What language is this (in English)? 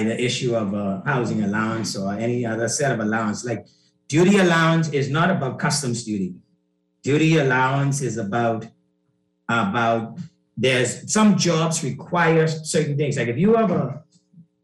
English